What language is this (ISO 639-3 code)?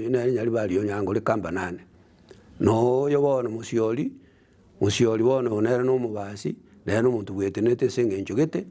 guz